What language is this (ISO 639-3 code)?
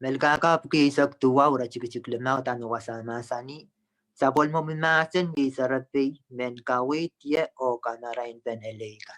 pon